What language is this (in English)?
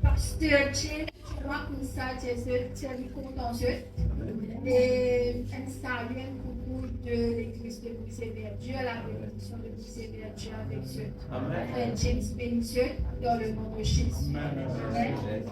Morisyen